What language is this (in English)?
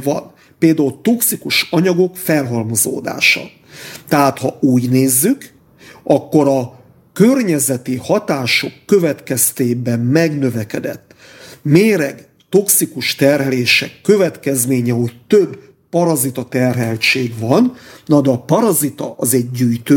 Hungarian